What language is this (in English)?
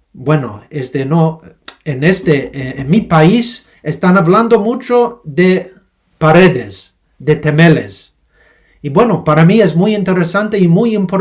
Ladino